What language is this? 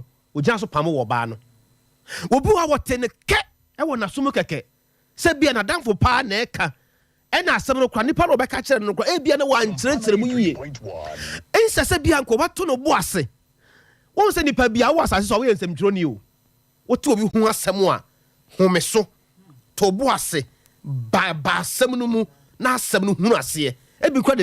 Akan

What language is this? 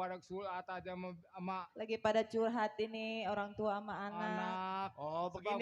Betawi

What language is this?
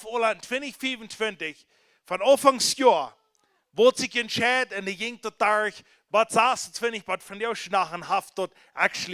Plautdietsch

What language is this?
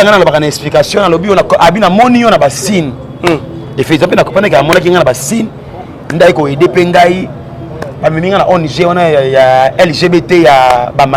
Lingala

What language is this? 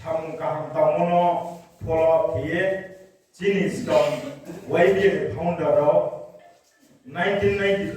Riang (India)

